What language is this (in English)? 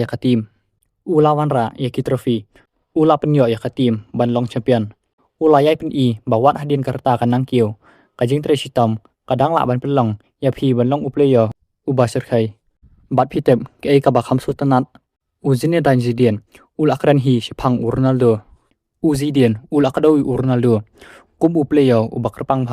Khasi